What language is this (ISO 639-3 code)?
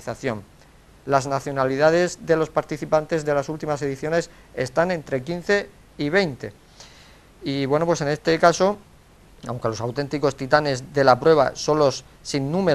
spa